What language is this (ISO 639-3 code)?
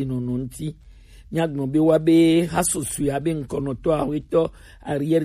gej